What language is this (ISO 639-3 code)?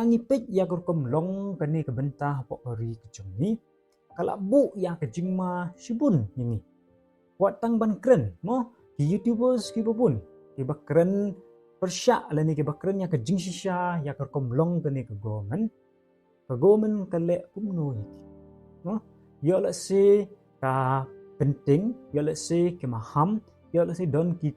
kha